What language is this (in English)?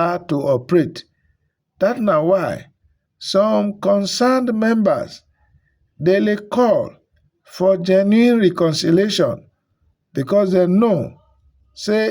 Nigerian Pidgin